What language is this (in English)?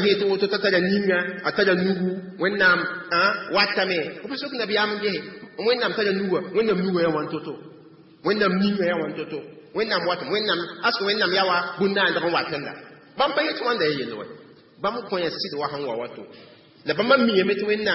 Mossi